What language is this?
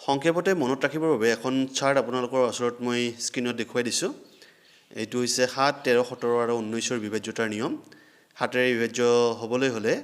Assamese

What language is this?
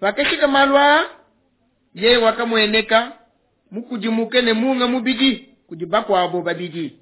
Luba-Lulua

